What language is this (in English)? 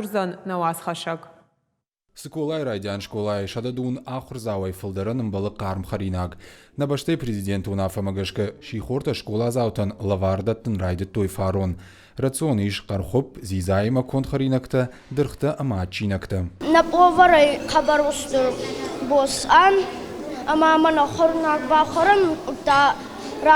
Ossetic